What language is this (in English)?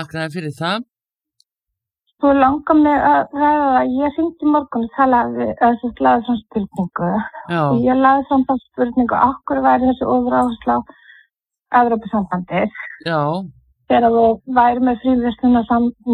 Icelandic